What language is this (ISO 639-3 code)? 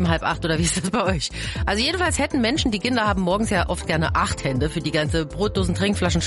deu